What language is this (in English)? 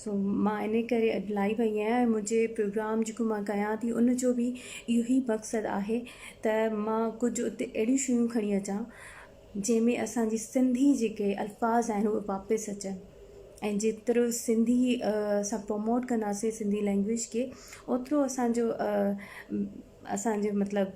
Sindhi